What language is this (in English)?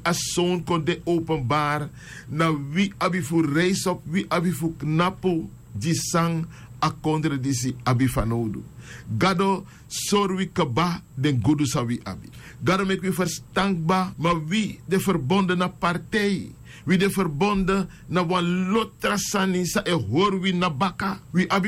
Sranan Tongo